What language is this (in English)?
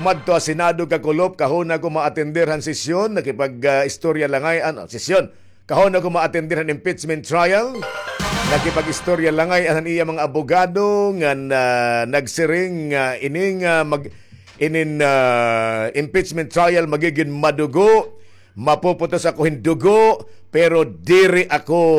Waray